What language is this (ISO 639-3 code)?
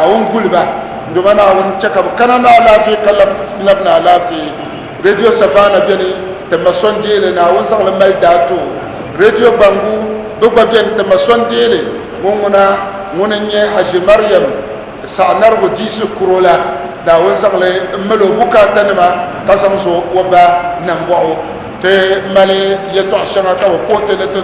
dag